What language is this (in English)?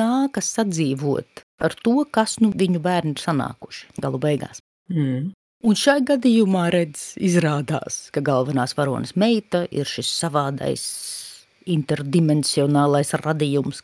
Latvian